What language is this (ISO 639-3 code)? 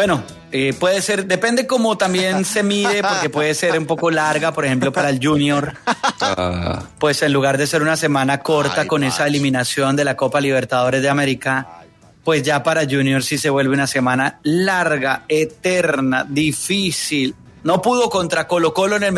spa